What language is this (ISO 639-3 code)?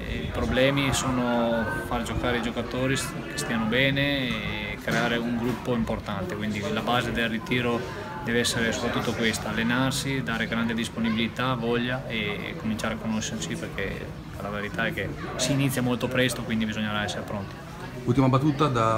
ita